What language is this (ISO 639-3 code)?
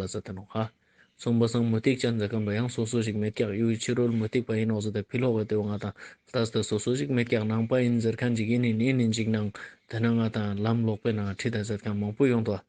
lbj